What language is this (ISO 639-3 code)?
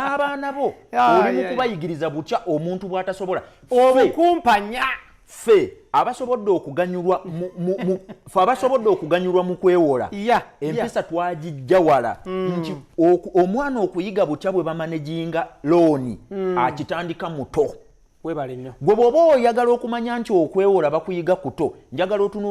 lug